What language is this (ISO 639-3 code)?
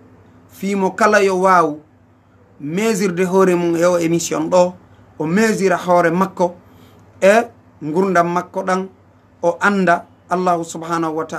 ful